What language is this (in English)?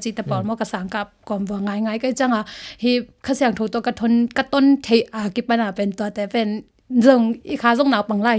Tedim Chin